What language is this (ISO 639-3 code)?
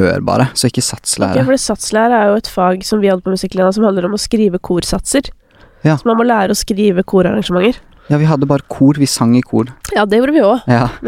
nor